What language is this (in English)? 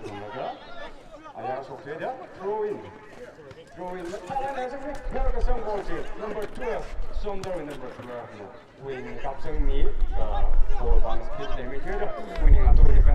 Tangkhul Naga (India)